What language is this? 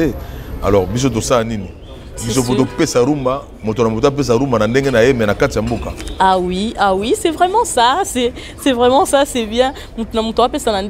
Lingala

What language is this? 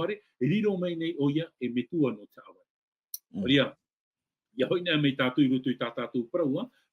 Tahitian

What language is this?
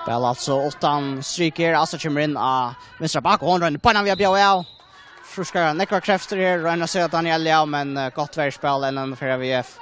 Faroese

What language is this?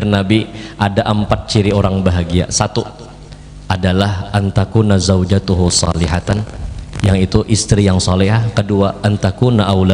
Banjar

